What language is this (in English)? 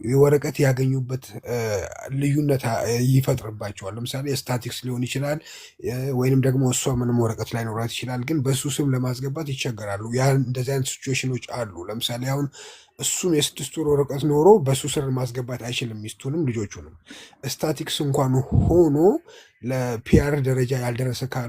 Amharic